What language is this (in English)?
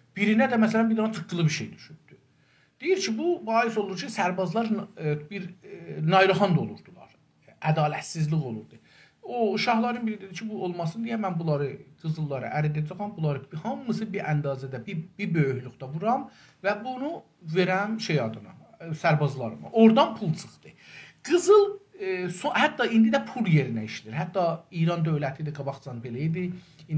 South Azerbaijani